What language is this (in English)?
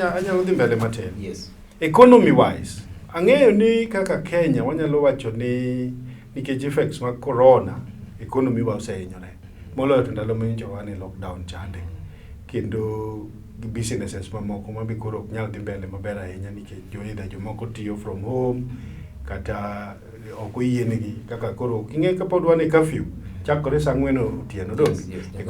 Luo (Kenya and Tanzania)